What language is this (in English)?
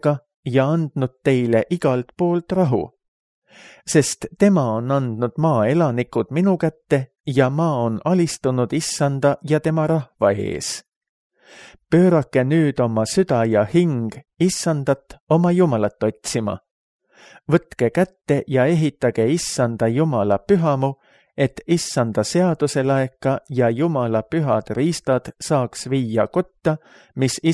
Estonian